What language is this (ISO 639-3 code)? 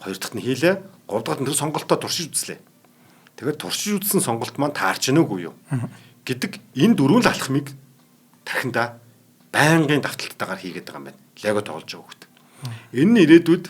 mon